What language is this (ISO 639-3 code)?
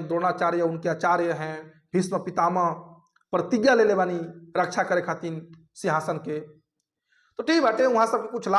bho